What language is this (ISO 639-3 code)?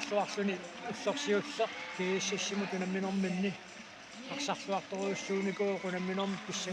kal